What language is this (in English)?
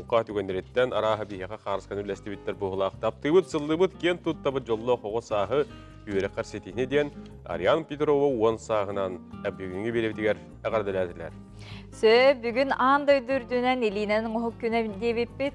Yakut